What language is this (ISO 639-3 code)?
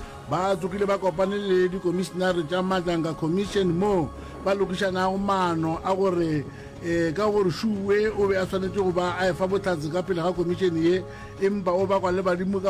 nso